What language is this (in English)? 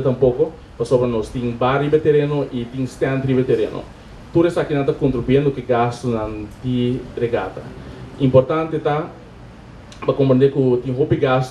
Papiamento